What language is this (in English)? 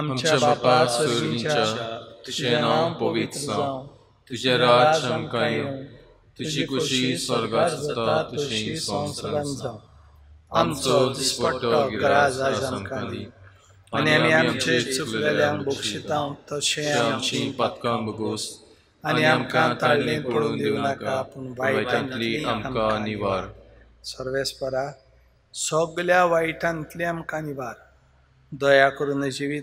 Konkani